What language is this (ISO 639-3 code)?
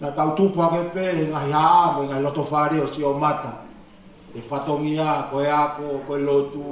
ton